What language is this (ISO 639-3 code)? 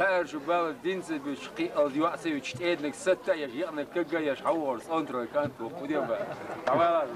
che